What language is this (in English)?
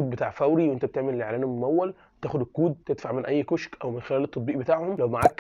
Egyptian Arabic